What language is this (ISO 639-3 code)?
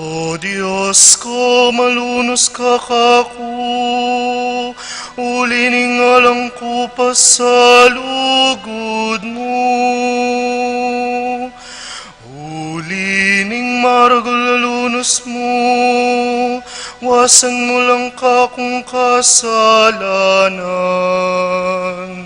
pam